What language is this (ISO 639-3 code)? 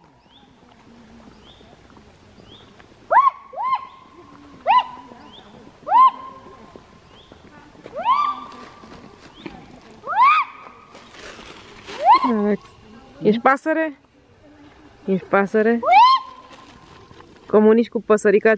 ron